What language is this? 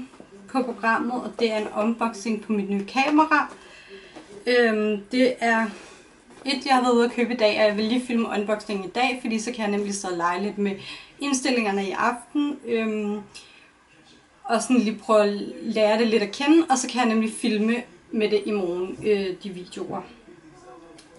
Danish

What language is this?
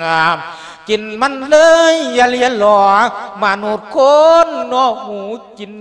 Lao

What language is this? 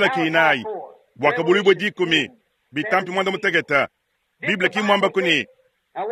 Luba-Lulua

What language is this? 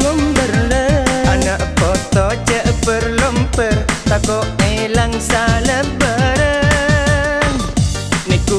Madurese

